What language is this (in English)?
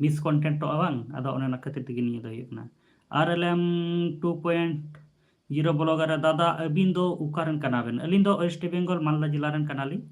Santali